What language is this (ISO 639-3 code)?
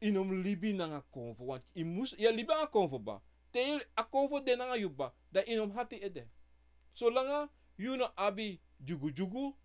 srn